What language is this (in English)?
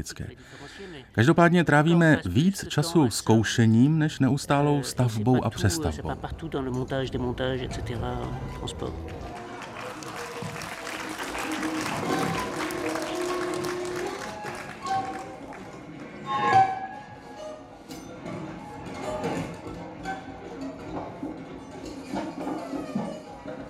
Czech